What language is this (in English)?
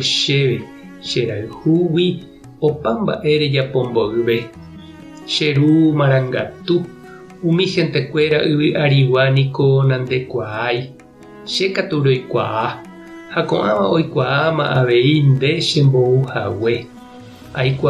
Guarani